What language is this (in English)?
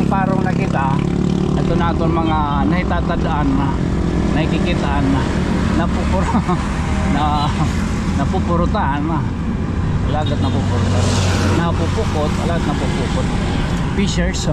Waray